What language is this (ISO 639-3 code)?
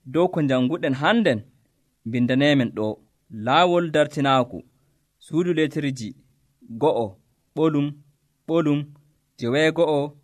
fuv